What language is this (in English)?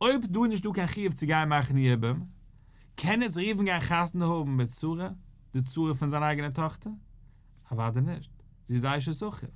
Yiddish